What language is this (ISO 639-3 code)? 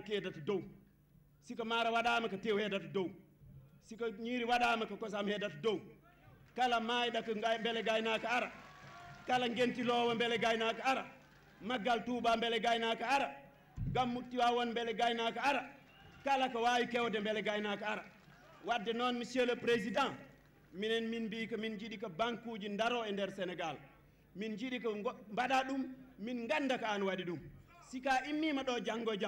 ful